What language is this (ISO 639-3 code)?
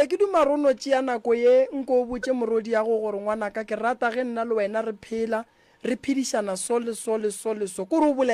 nso